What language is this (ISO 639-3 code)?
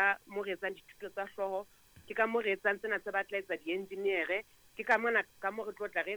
sot